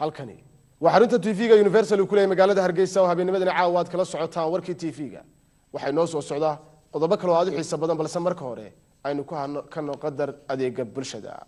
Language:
Somali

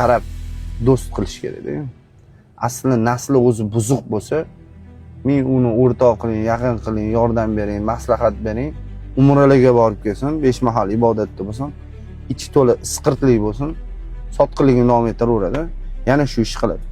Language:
Uzbek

